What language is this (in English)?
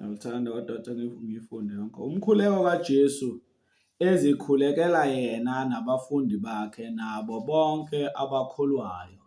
Zulu